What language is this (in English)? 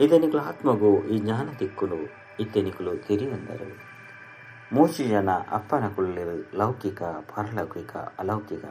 Tulu